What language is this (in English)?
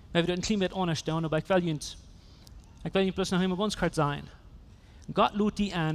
Plautdietsch